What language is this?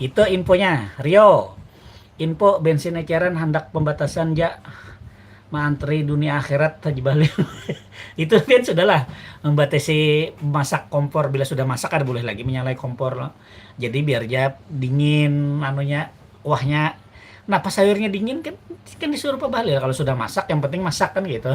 Banjar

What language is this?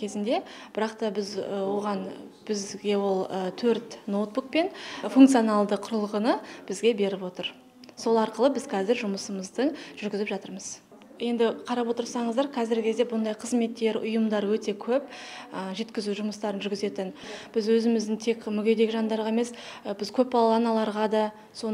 Kazakh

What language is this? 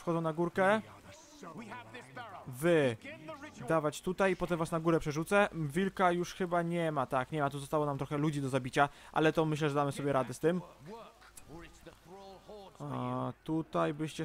Polish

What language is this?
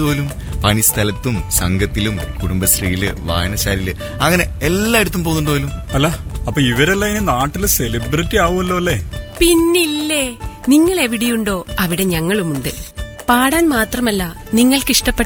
Malayalam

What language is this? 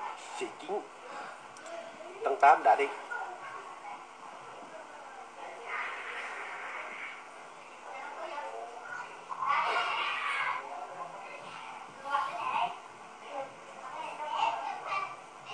Vietnamese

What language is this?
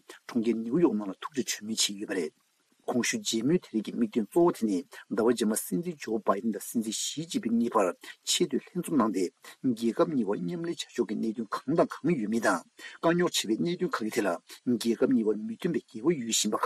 Tibetan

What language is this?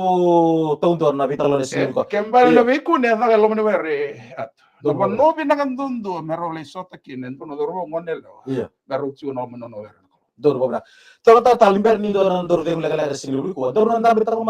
Fijian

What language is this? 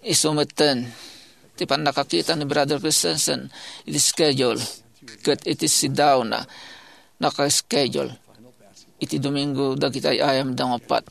Iloko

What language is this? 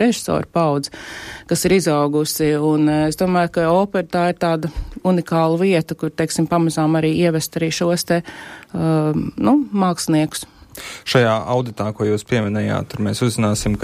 Latvian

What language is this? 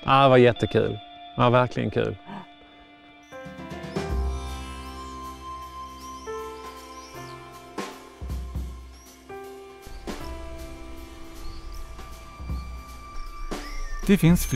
Swedish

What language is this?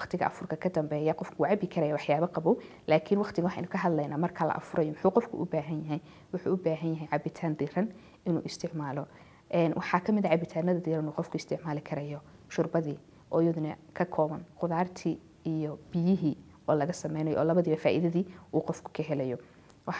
Somali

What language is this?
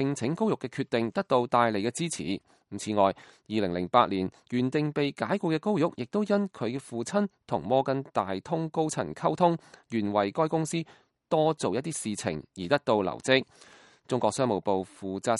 Cantonese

